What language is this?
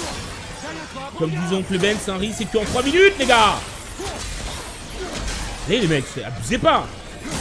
French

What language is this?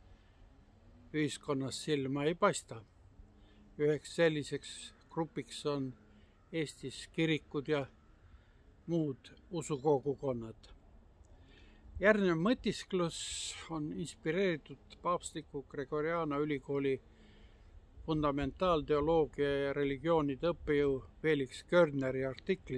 Estonian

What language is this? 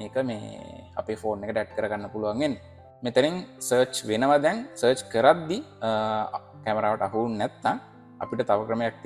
Sinhala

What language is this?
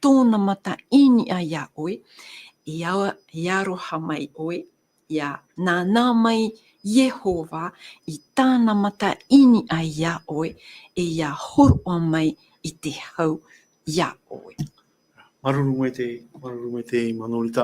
Tahitian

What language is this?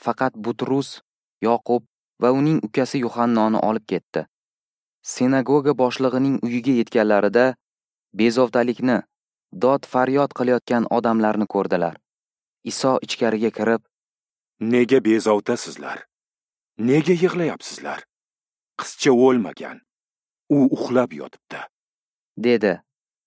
Uzbek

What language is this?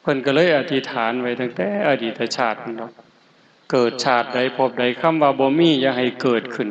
Lao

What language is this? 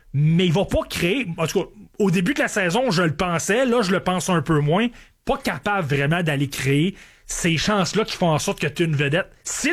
French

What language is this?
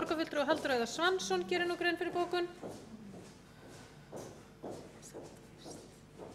Icelandic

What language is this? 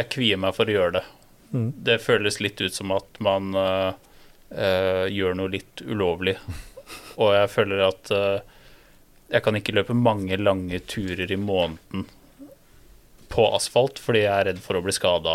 Norwegian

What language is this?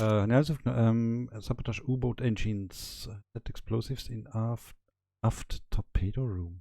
Swiss German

